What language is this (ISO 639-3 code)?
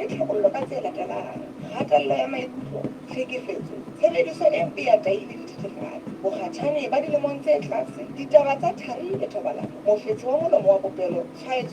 sot